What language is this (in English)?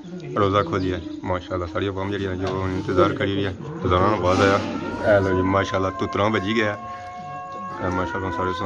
Pahari-Potwari